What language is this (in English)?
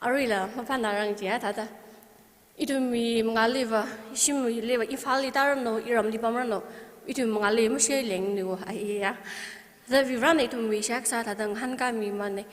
Tangkhul Naga (India)